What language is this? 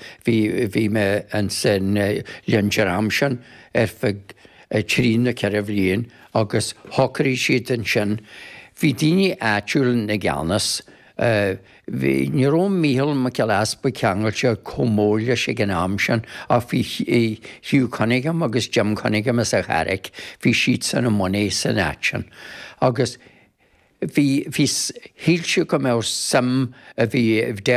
Irish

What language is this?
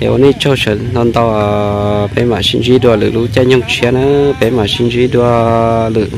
Hmong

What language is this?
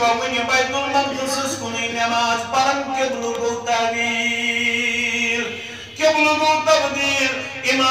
Kashmiri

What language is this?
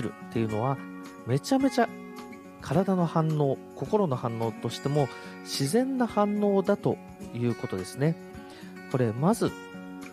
Japanese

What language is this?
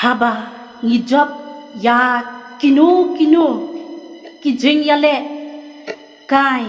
Khasi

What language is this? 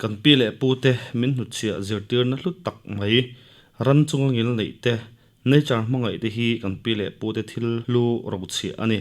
Mizo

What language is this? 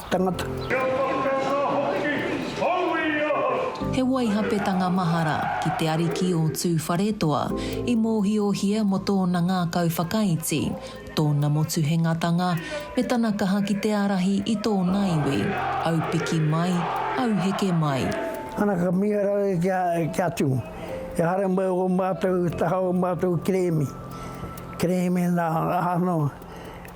Māori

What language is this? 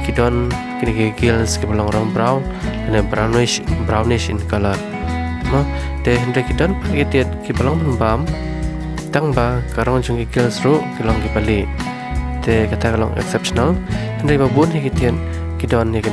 Khasi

